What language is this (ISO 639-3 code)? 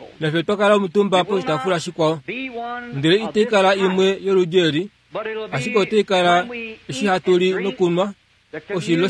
kua